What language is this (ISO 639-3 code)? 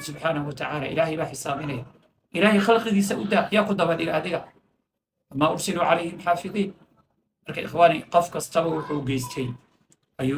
som